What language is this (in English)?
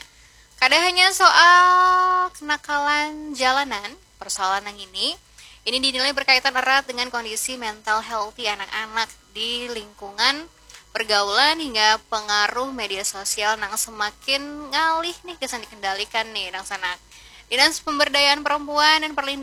Banjar